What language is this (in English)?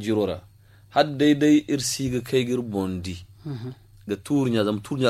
Zarma